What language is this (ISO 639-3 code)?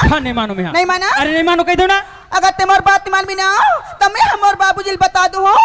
hne